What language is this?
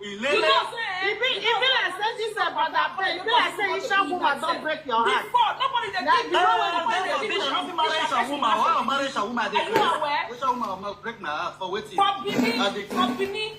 Nigerian Pidgin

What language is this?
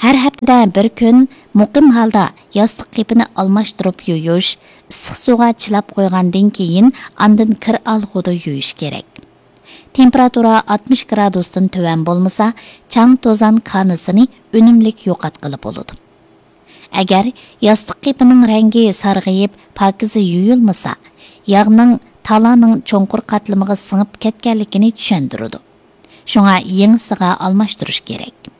Uyghur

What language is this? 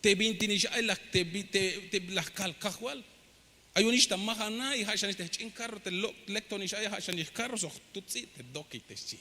Tzeltal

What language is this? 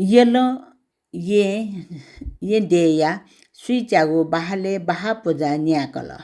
Newari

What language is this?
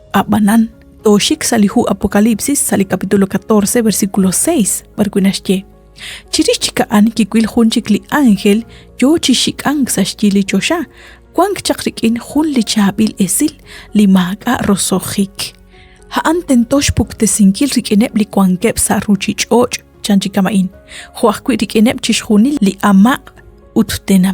Kekchí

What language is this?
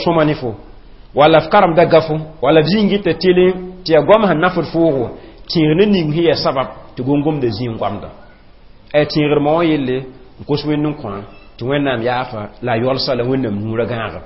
Mossi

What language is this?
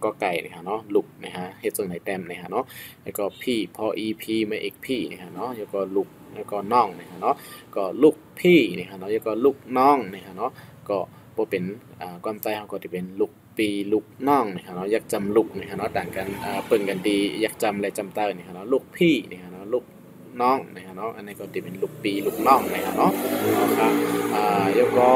Shan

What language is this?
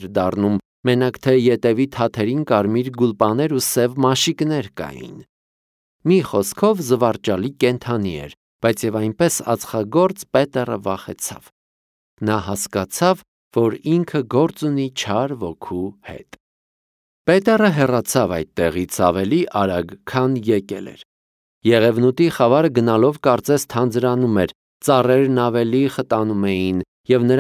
Armenian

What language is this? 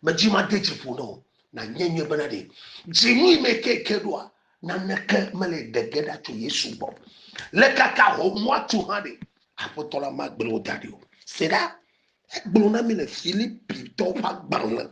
Ewe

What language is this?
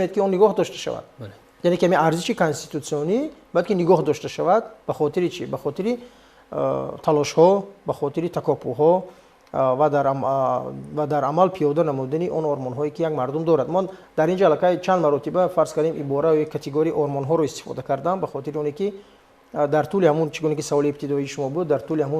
Tajik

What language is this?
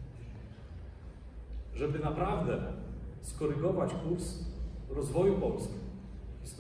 Polish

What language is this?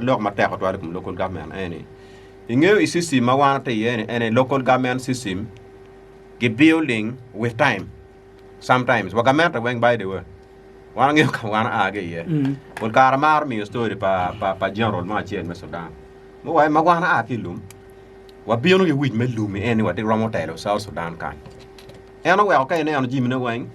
Acoli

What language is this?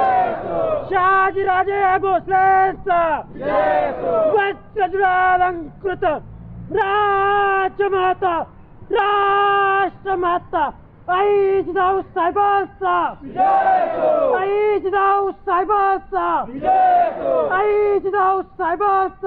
Marathi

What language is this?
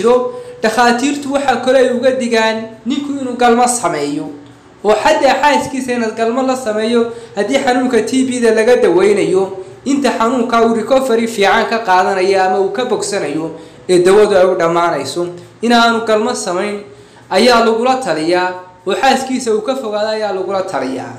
Somali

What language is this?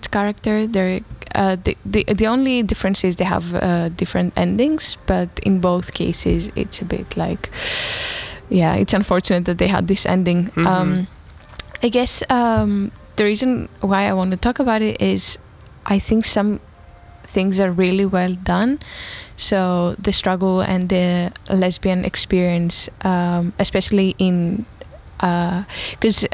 English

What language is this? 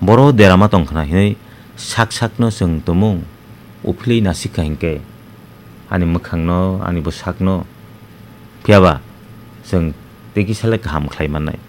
Kok Borok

